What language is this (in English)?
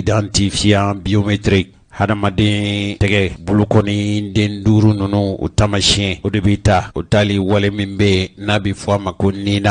Bambara